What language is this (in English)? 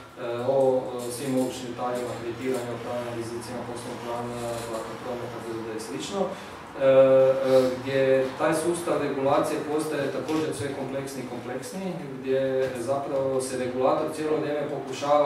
Croatian